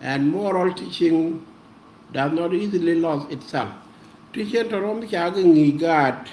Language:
Nuer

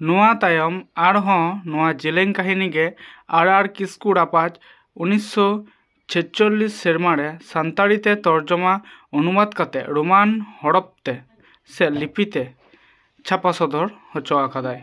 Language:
Santali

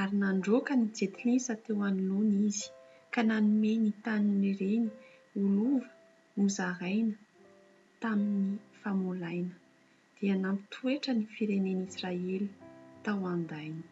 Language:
Malagasy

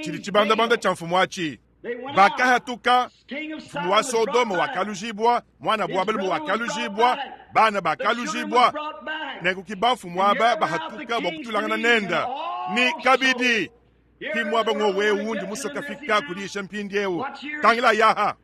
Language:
Luba-Lulua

